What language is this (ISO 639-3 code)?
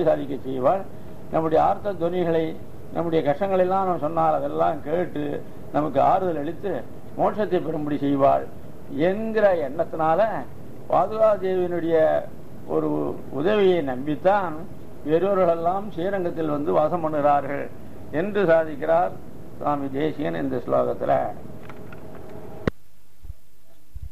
tam